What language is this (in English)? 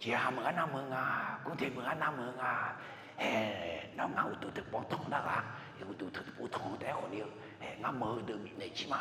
Akha